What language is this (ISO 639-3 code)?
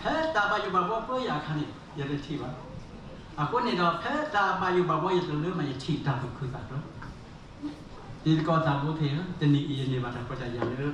ksw